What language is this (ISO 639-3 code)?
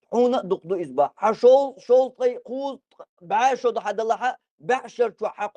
che